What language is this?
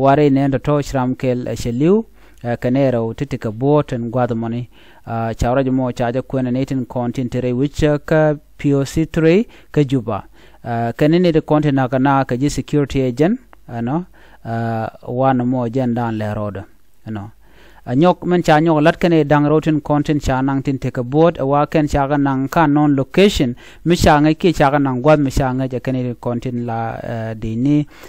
Nuer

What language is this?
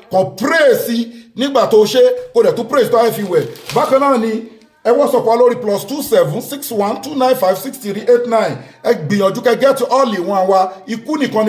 Yoruba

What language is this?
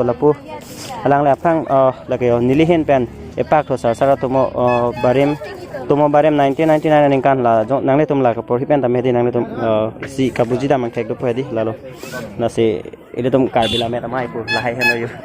Karbi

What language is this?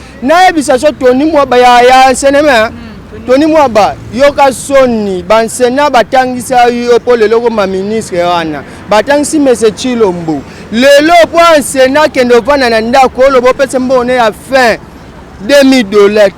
Lingala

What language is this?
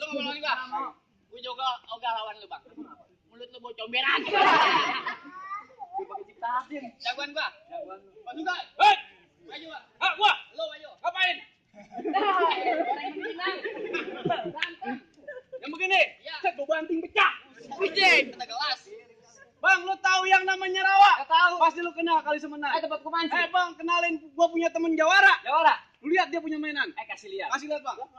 Betawi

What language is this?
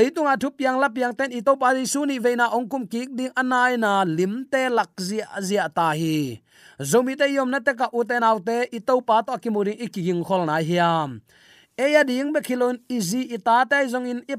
Tedim Chin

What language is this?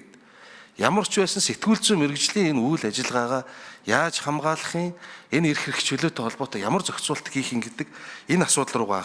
Mongolian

